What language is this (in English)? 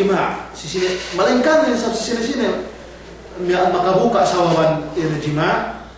Yakan